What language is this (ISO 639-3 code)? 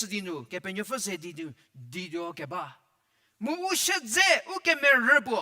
njm